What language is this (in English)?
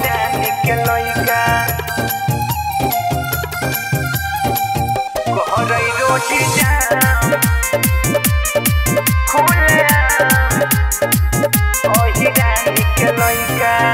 Magahi